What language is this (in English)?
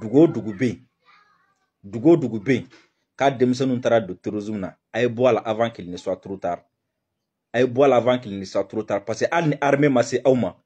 Bambara